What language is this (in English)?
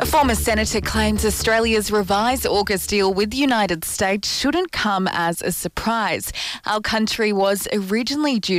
English